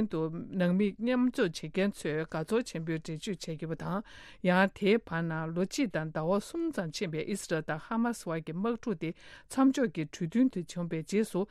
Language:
Tibetan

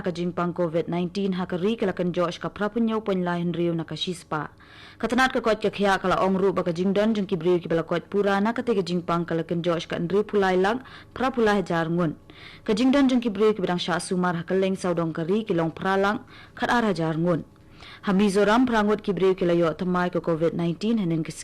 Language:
Khasi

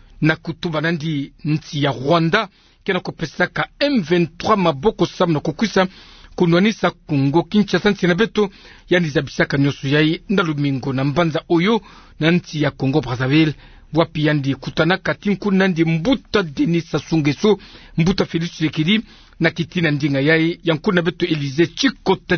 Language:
Kituba (Democratic Republic of Congo)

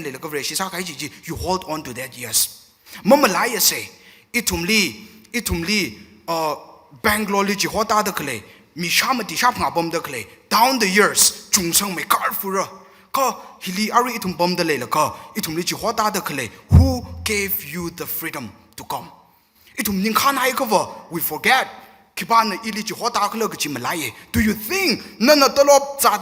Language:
Tangkhul Naga (India)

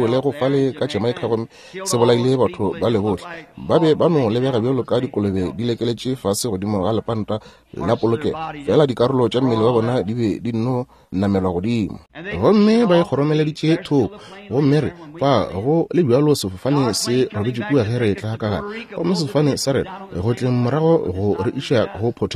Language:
Northern Sotho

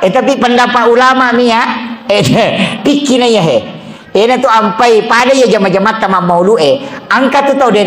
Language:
Buginese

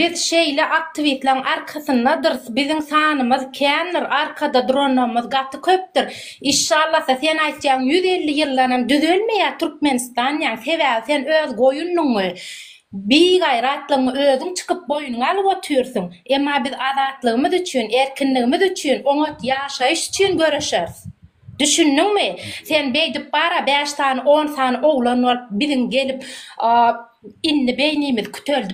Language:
Turkmen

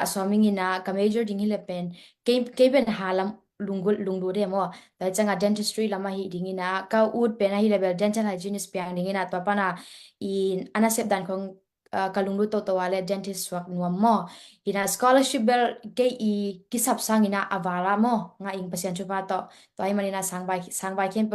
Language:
Tedim Chin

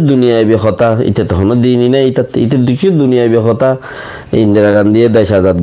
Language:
Rohingya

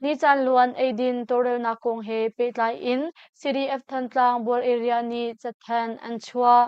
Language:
Hakha Chin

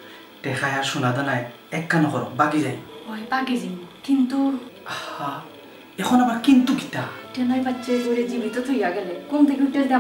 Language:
Sylheti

